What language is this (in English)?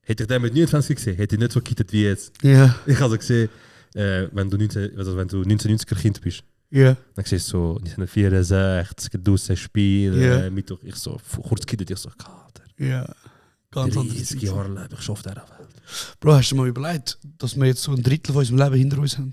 Swiss German